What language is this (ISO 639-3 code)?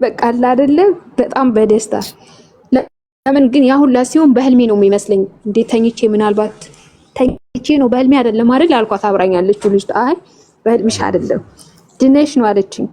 amh